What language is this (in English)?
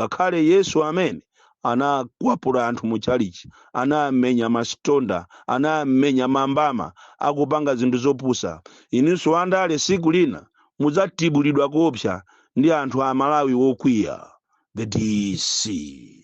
Nyanja